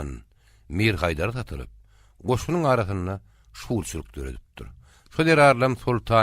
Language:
Turkmen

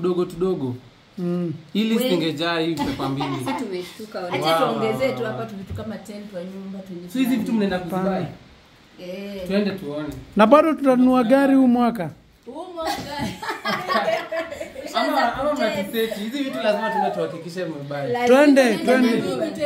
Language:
Swahili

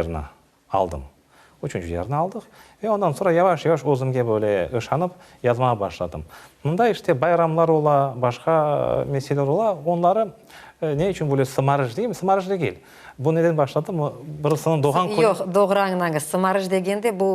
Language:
Crimean Tatar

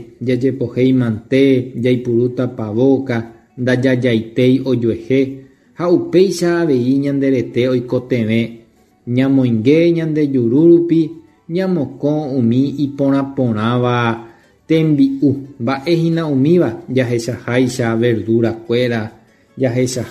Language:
Guarani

